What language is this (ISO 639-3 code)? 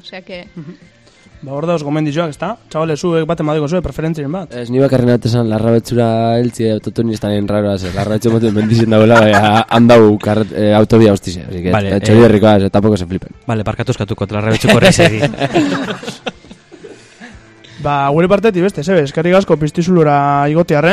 eus